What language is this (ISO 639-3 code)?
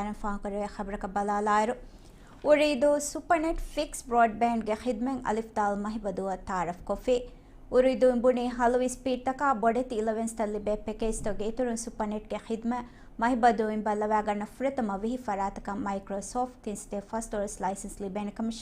div